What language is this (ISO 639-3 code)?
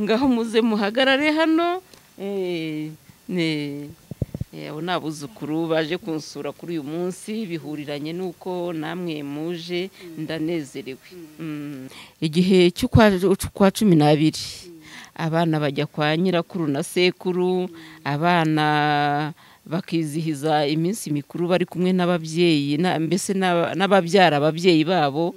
kin